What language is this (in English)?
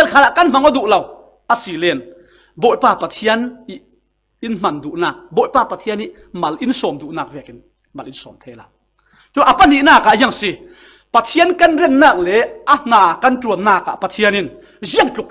Falam Chin